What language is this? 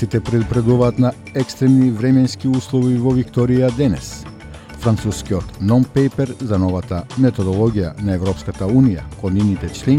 Macedonian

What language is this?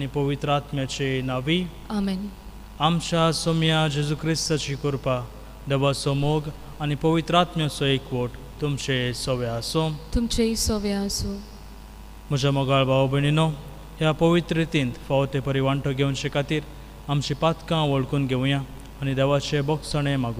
Konkani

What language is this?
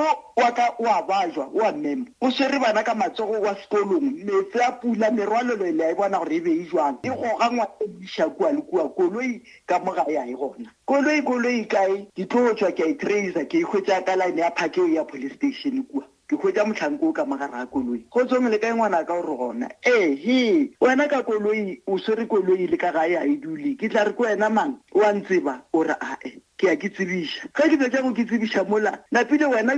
Northern Sotho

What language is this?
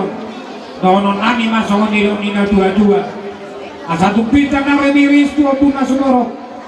Batak Toba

